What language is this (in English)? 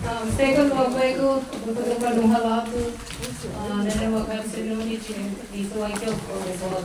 Mohawk